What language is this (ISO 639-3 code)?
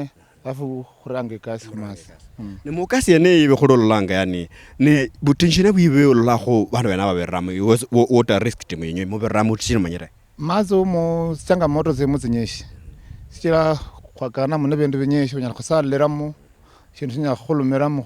luy